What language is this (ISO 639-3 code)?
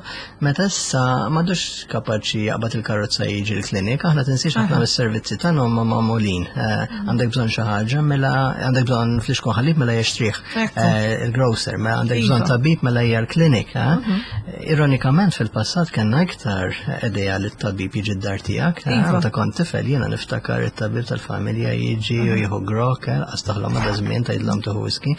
mlt